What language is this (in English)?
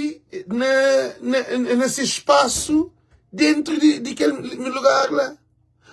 Kabuverdianu